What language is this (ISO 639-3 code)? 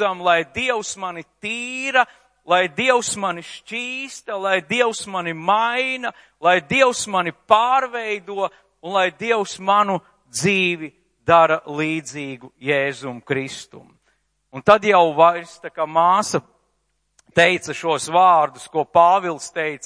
lav